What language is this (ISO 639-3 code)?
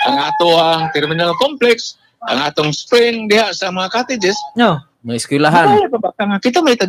ceb